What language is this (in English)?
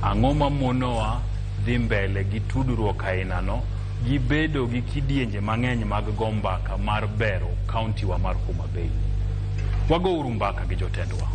Luo (Kenya and Tanzania)